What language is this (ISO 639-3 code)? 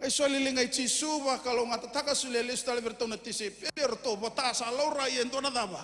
fij